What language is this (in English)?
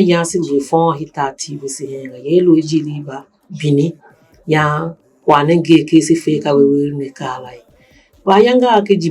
Tiv